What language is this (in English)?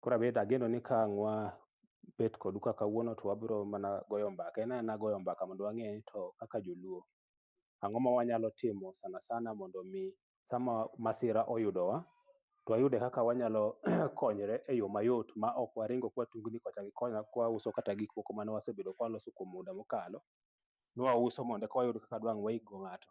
Luo (Kenya and Tanzania)